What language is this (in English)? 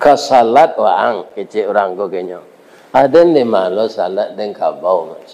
Minangkabau